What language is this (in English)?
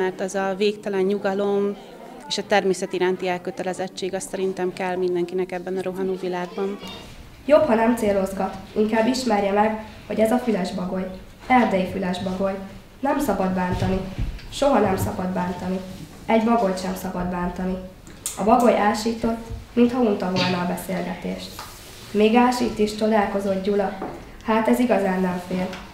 Hungarian